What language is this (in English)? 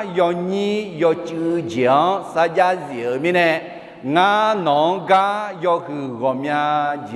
Akha